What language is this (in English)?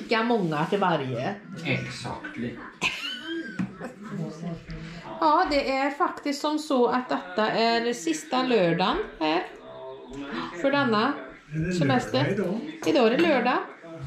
Swedish